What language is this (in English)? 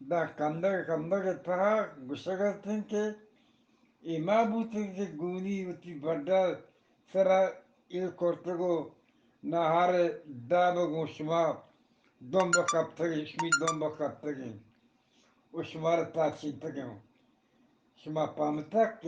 Eastern Balochi